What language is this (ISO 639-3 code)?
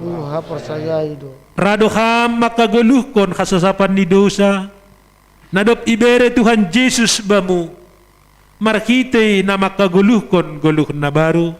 bts